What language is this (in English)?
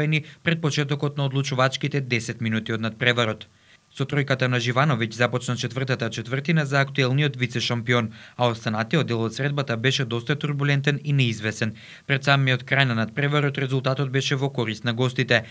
Macedonian